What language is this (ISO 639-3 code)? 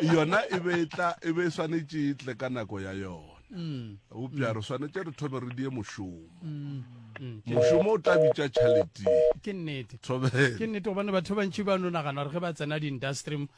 nso